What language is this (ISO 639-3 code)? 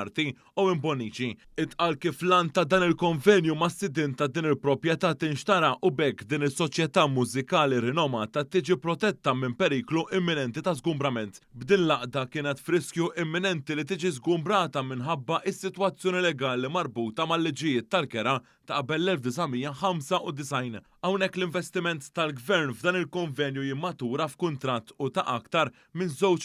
mlt